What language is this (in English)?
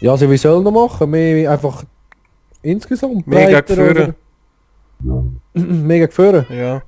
Swiss German